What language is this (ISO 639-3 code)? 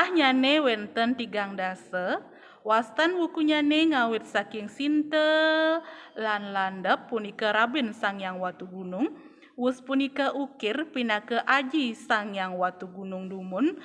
ban